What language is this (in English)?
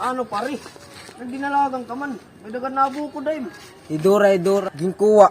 Waray